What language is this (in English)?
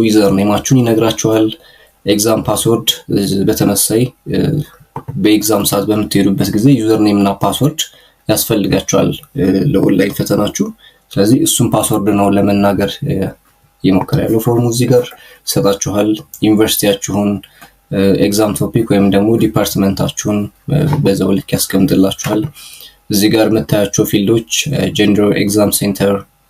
Amharic